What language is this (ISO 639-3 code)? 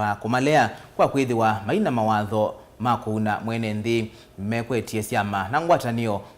kam